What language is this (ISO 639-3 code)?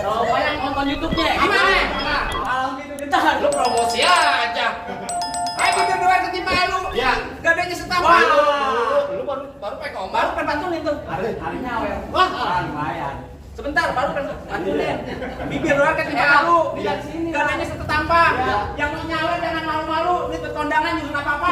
bew